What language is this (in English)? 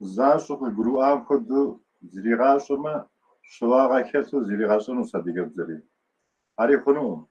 Kabardian